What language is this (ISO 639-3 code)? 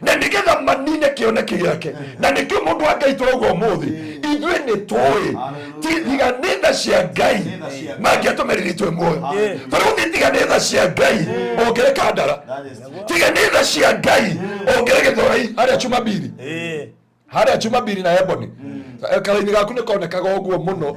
kik